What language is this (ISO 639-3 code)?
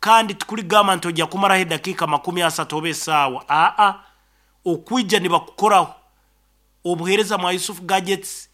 nyn